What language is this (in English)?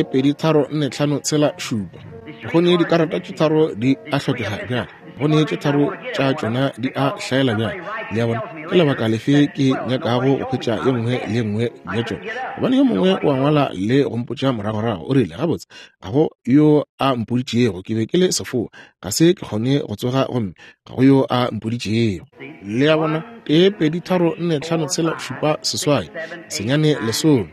Northern Sotho